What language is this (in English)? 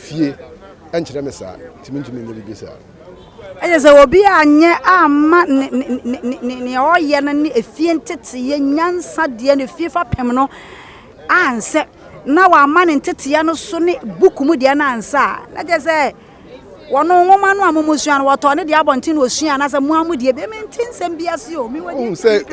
Akan